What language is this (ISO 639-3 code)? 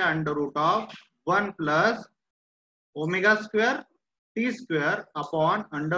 mar